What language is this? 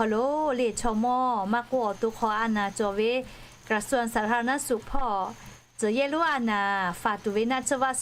Lahu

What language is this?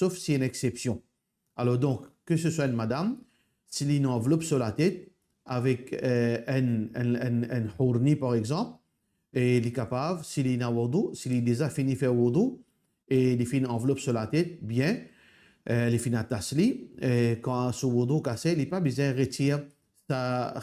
Morisyen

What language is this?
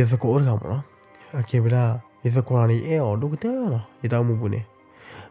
S'gaw Karen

